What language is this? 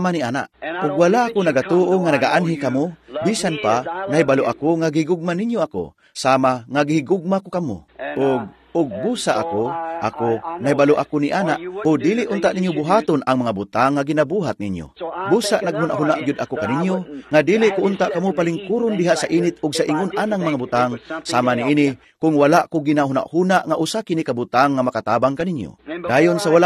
Cebuano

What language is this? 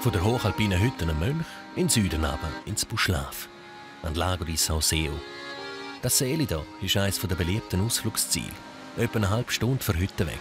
Swiss German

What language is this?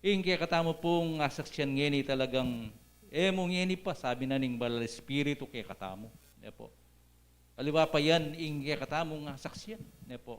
Pampanga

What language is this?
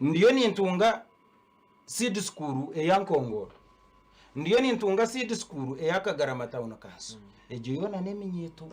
Nyankole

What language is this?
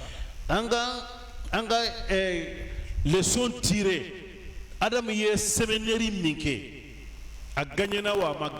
Bambara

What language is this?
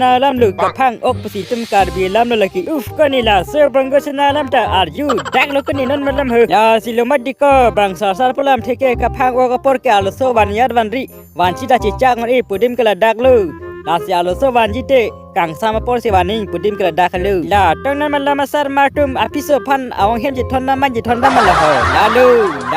Karbi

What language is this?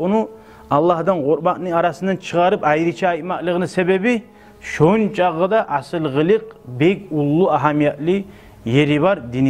Kumyk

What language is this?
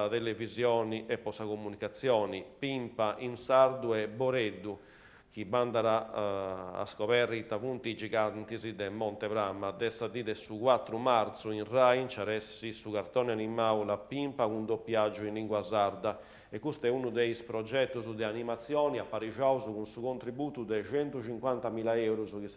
Sardinian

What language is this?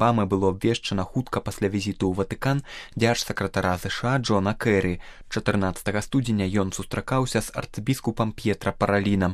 Belarusian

